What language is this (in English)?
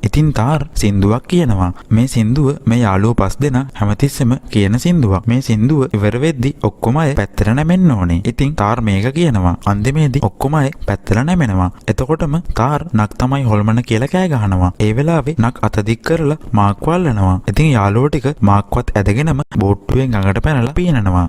Sinhala